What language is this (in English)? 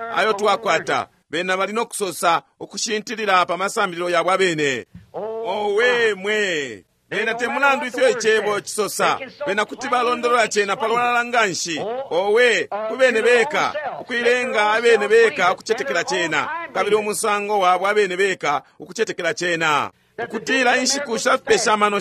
Bemba